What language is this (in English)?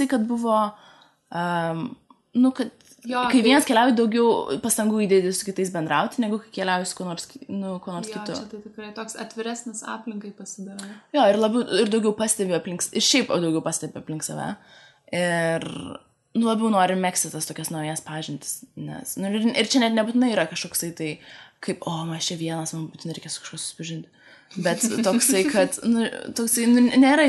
Lithuanian